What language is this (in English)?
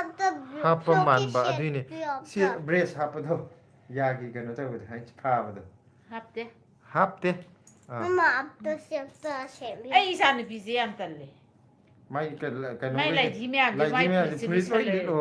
Manipuri